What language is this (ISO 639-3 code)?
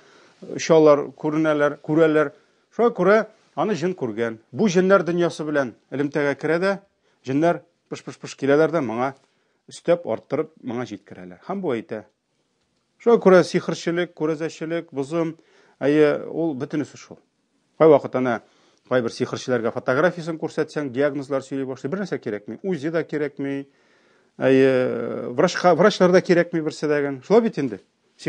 tat